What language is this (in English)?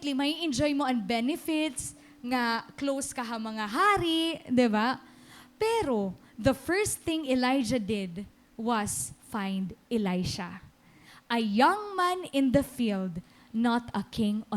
Waray